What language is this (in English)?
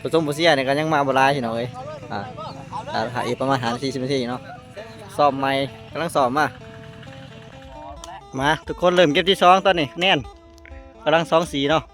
Lao